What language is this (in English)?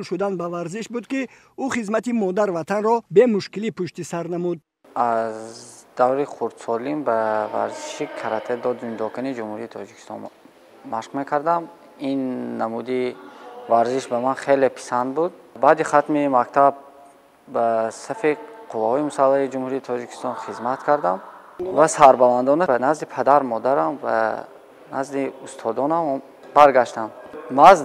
Tajik